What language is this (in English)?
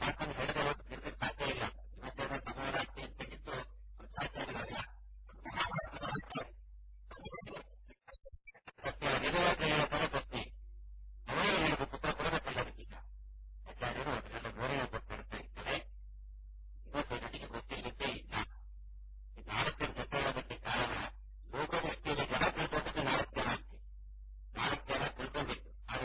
Kannada